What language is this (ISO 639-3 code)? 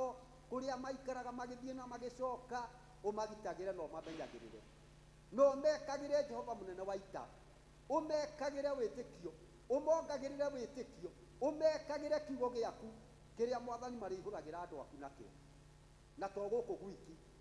kik